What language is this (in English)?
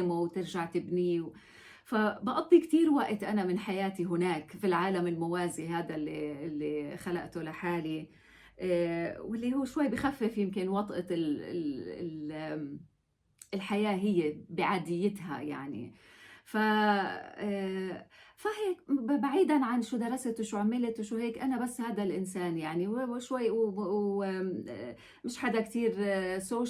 North Levantine Arabic